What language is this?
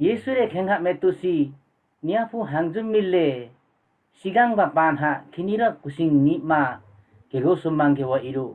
Limbu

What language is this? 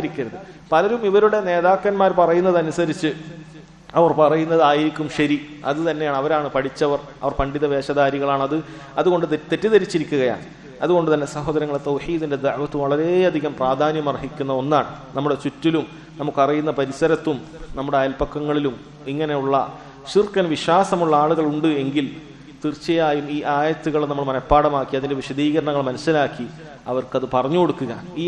Malayalam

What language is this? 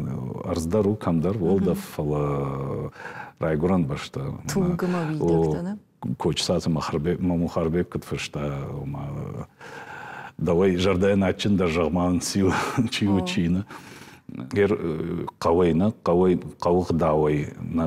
Ossetic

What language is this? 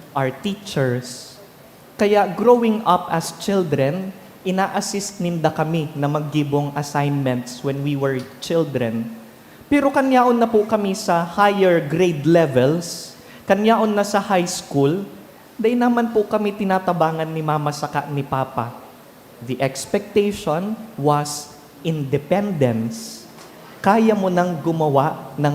Bikol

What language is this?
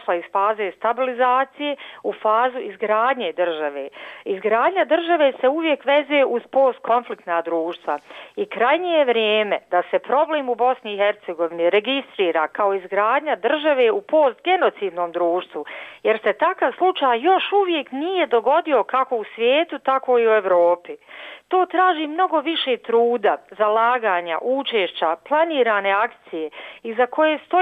Bosnian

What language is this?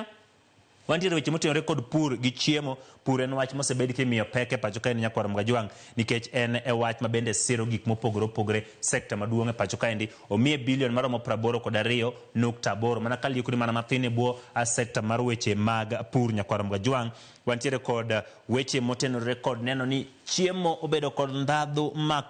Luo (Kenya and Tanzania)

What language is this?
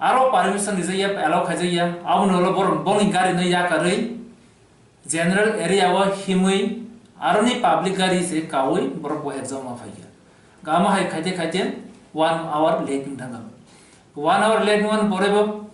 Kok Borok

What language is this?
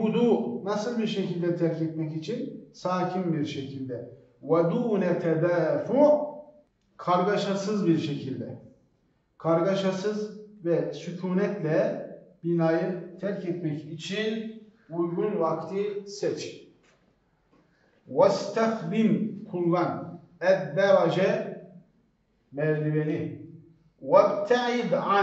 Turkish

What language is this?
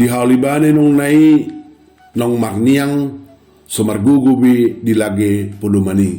Batak Toba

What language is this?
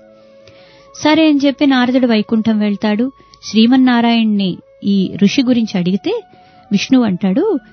Telugu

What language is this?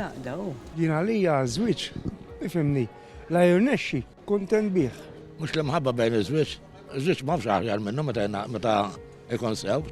Maltese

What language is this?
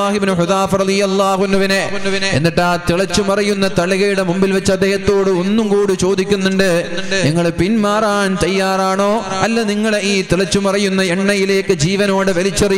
Malayalam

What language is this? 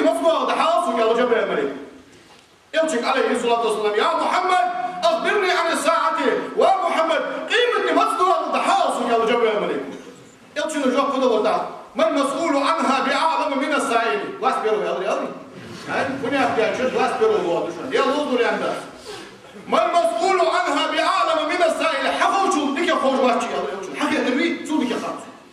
Ingush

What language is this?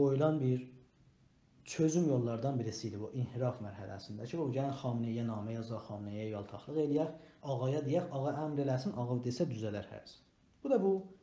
South Azerbaijani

